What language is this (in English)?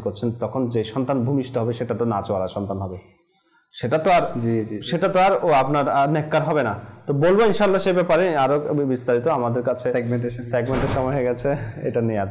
Bangla